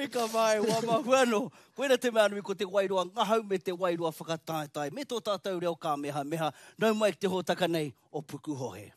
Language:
Māori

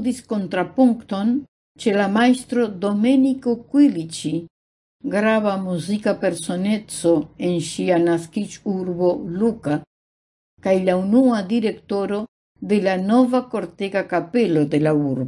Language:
Esperanto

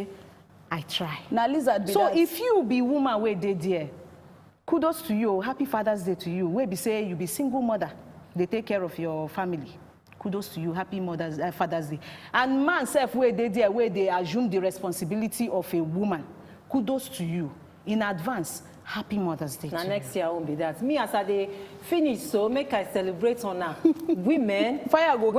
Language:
Nigerian Pidgin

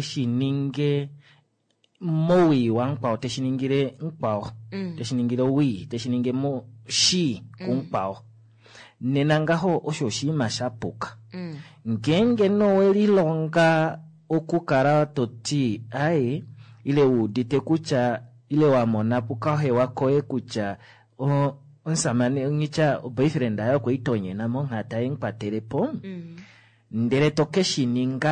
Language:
Kuanyama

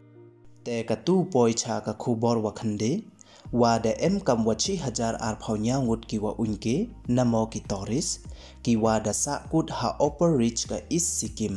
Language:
Pnar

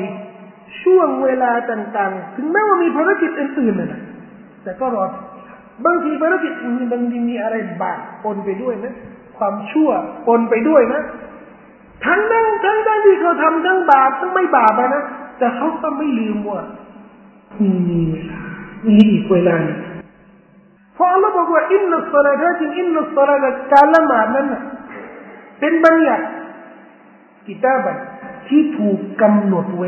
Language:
Thai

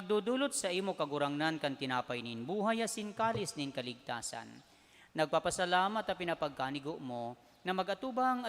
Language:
Bikol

